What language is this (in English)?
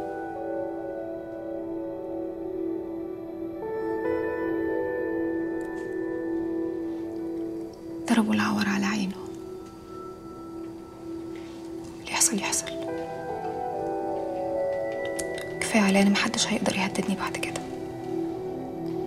Egyptian Arabic